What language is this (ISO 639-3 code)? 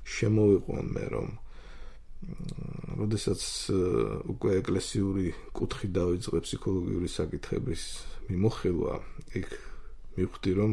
kat